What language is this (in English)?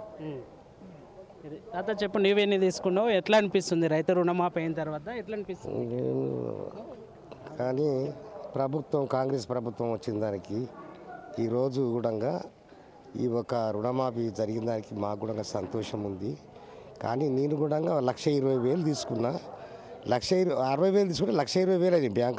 Telugu